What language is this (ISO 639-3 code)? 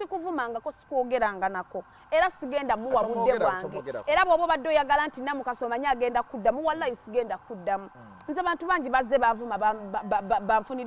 lug